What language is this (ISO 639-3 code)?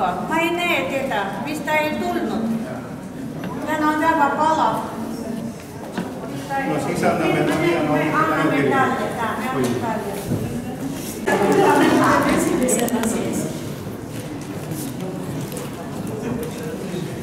est